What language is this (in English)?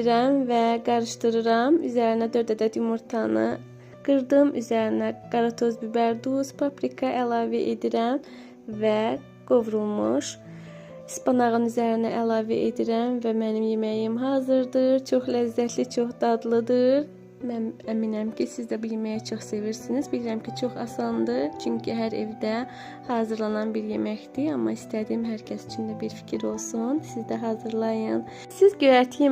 Azerbaijani